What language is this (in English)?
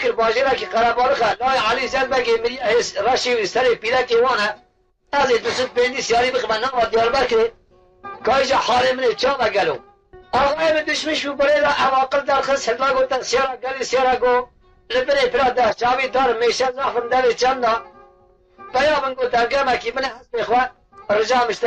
Kurdish